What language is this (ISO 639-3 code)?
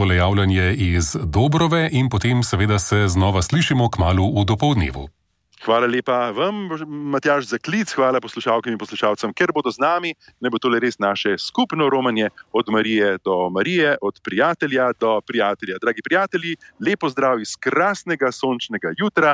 slv